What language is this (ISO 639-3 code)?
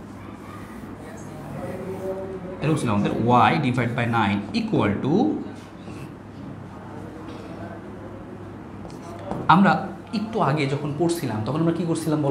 ben